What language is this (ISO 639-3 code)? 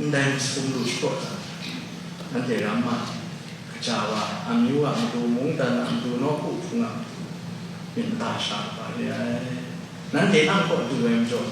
kac